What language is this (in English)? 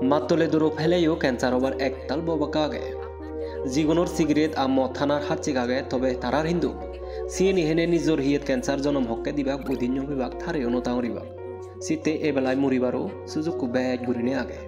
Chakma